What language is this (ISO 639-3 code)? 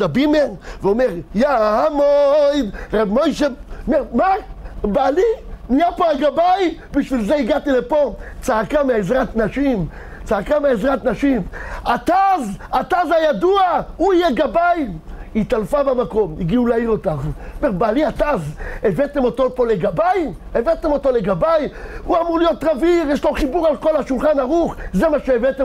heb